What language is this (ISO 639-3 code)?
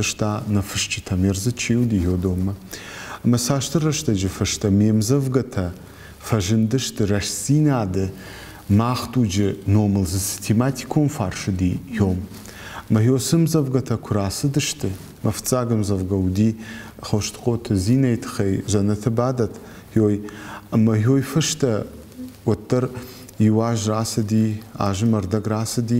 oss